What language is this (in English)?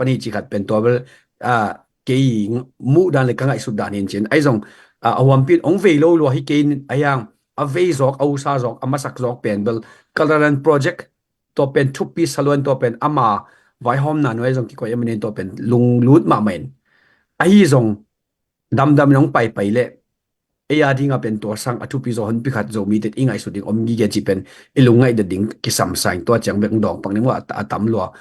Tedim Chin